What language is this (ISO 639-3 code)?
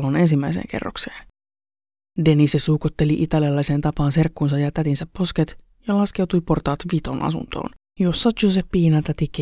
fin